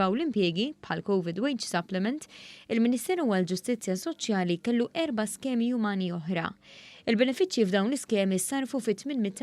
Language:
Maltese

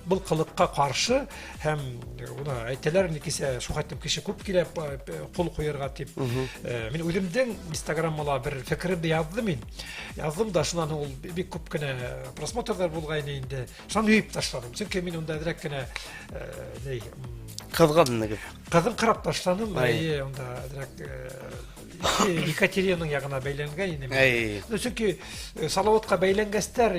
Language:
Bashkir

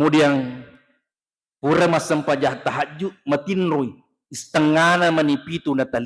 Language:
Buginese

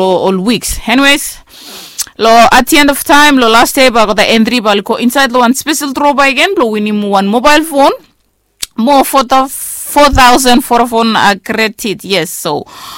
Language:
Bislama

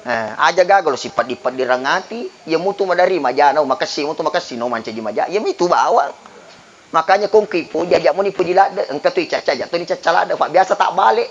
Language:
Buginese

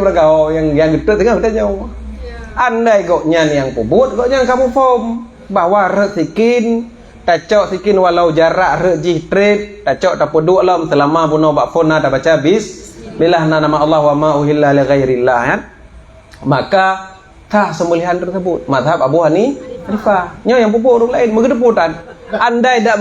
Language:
Achinese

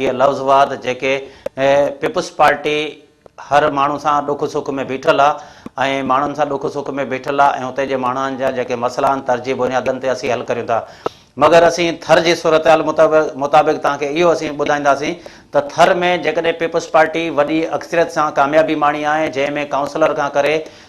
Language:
Sindhi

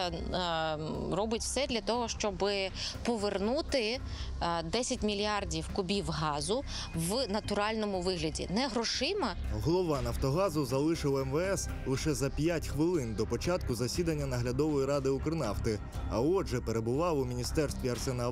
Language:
Ukrainian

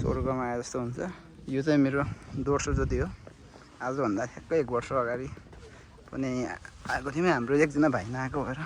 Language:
Nepali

